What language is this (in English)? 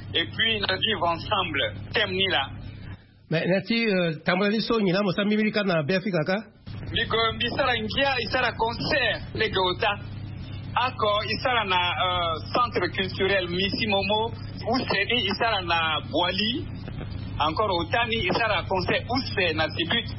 Sango